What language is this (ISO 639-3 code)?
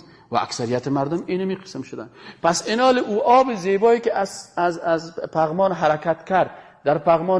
fas